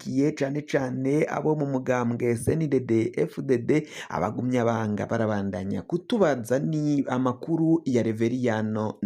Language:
Rundi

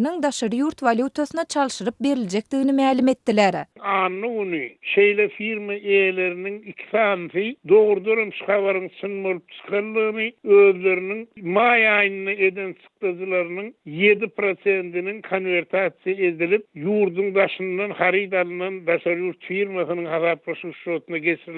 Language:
Turkmen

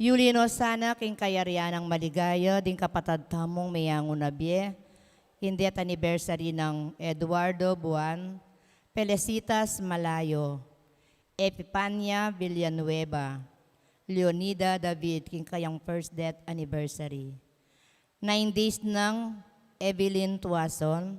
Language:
Pampanga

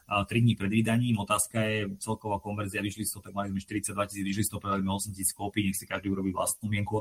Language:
Slovak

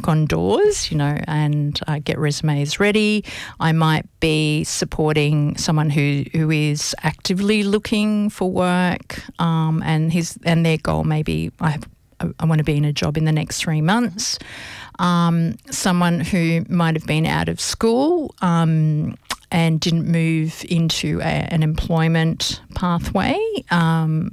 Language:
English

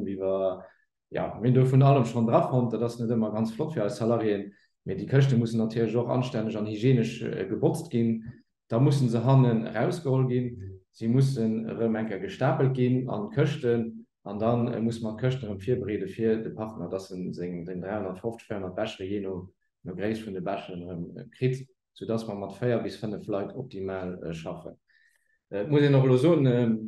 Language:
Luxembourgish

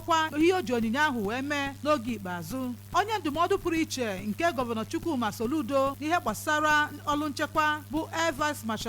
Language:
Igbo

